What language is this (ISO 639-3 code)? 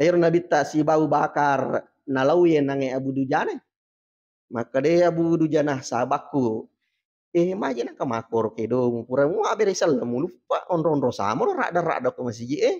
bug